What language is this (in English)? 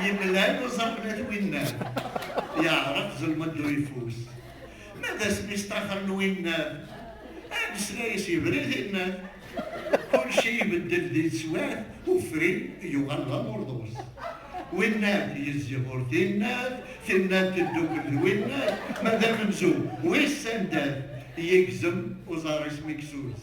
Kabyle